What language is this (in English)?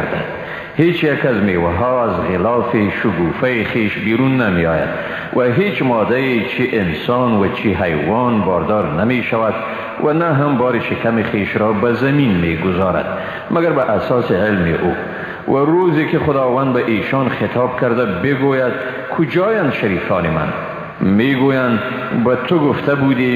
Persian